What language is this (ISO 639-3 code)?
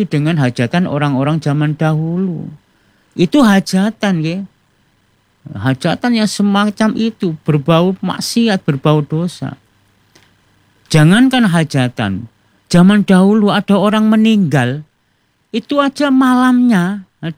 ind